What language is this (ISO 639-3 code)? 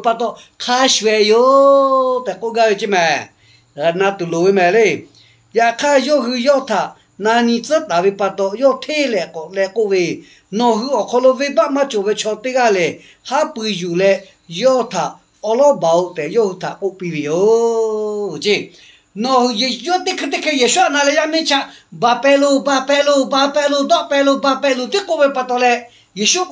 lhu